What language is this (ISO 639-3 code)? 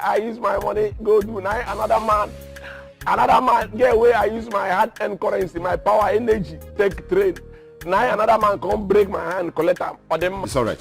pcm